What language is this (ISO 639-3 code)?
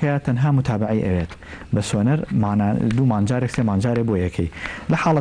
ckb